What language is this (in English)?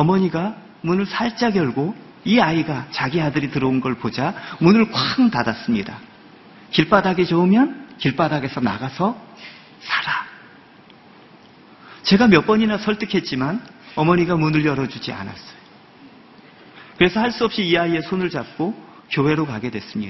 Korean